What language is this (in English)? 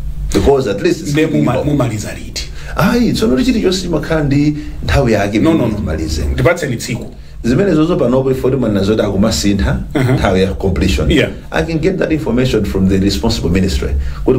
Nyanja